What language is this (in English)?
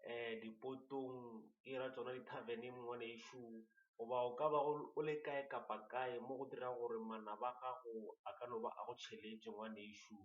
Northern Sotho